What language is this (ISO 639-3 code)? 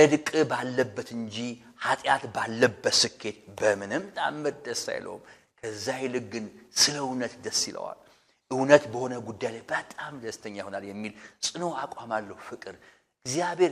amh